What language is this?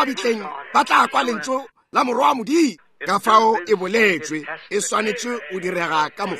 Northern Sotho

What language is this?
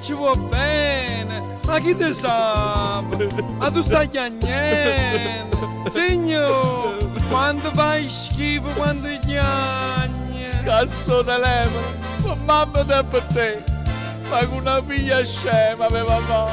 Neapolitan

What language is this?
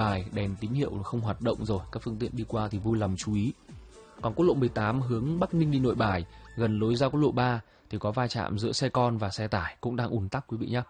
Vietnamese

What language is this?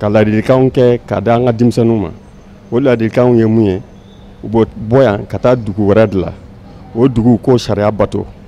Bambara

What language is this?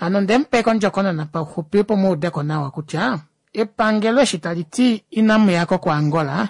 Kuanyama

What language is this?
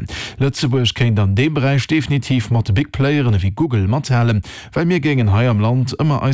Luxembourgish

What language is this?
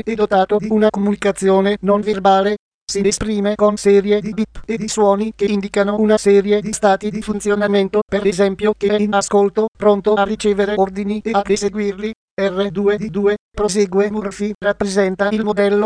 Italian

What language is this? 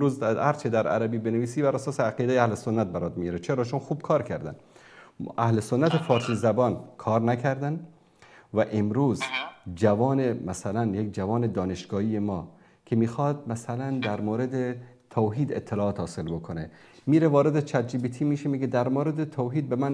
Persian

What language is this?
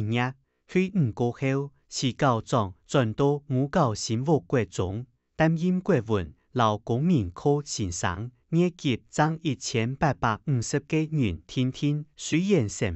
Hakka Chinese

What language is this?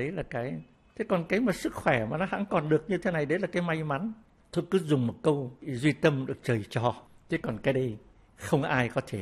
Vietnamese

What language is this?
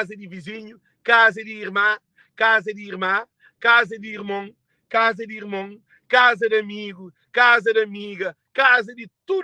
Kabuverdianu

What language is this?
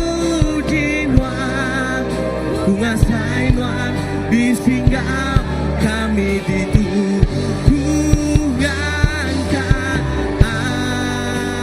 Iban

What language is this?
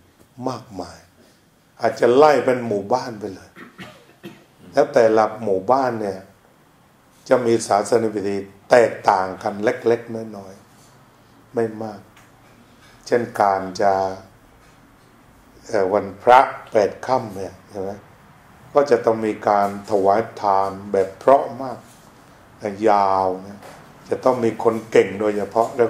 Thai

